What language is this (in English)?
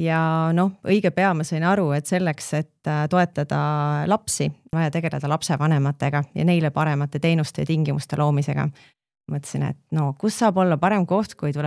Estonian